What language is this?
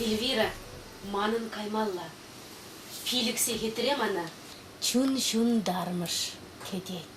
Chuvash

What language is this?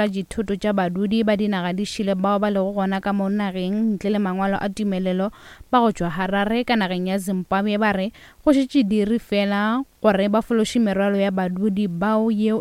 Northern Sotho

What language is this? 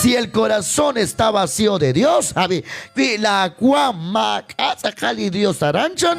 Kekchí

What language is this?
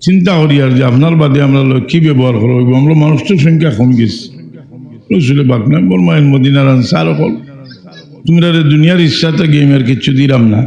Sylheti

